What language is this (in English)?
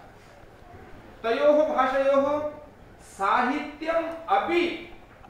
Sanskrit